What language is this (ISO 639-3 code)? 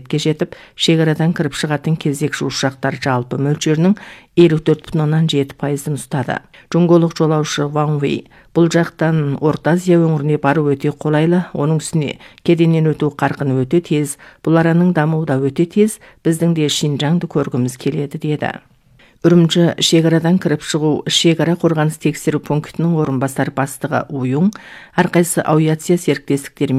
kaz